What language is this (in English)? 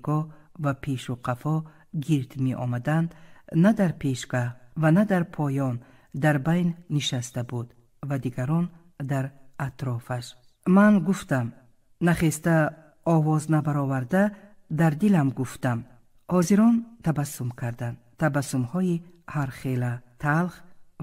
Tajik